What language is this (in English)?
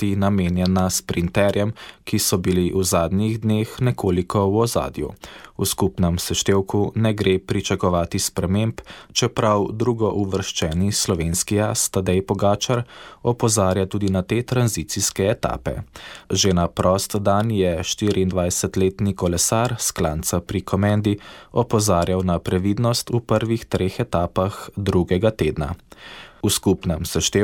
Slovenian